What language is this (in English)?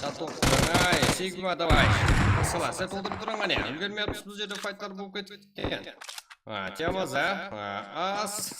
Kara-Kalpak